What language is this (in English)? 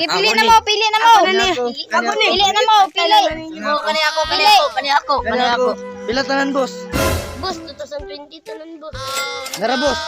Cebuano